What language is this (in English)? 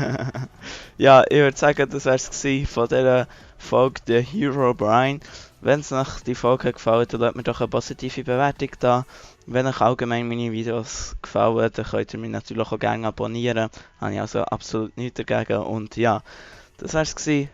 Swiss German